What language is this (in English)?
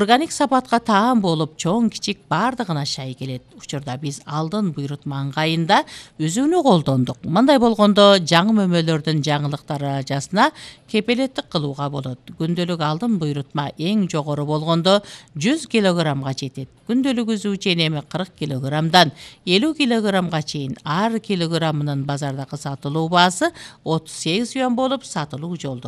Kyrgyz